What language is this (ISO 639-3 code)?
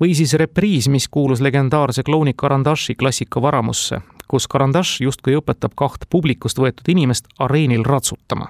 est